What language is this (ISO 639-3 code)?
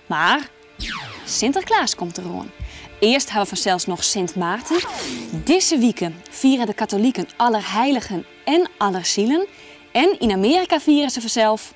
fry